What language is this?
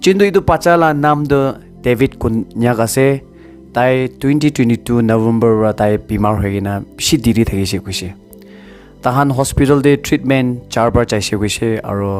Naga Pidgin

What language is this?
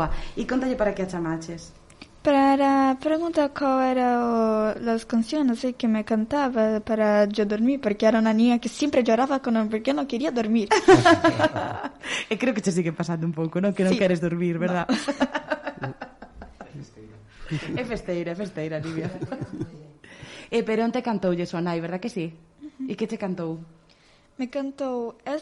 Galician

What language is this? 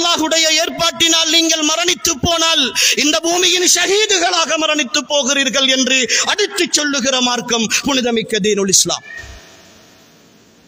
Tamil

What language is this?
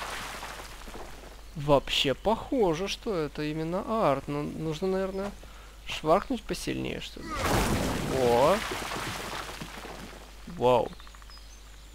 Russian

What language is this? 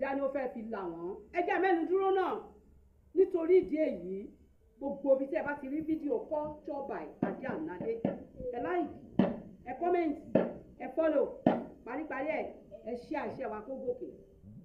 Yoruba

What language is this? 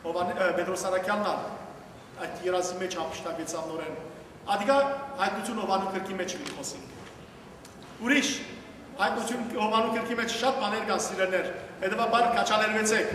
Western Armenian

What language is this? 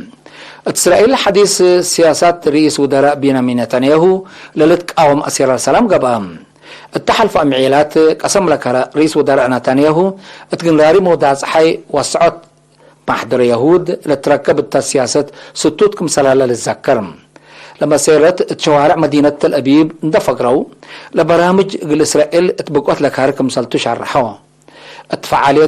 Tigre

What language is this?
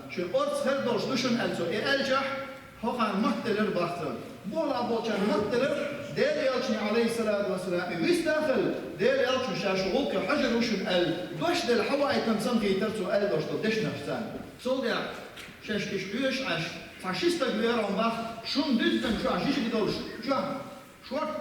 Chechen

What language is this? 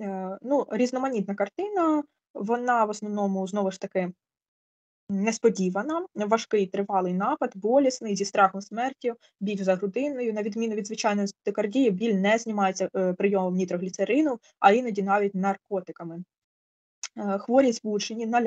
Ukrainian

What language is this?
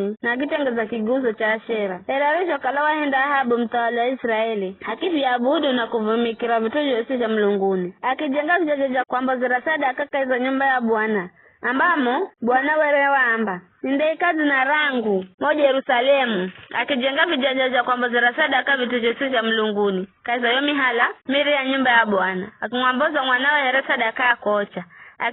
Giryama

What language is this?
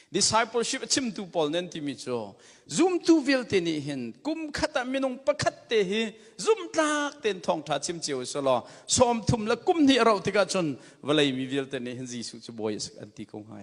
Hakha Chin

